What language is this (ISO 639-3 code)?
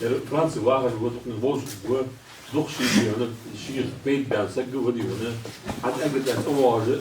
inh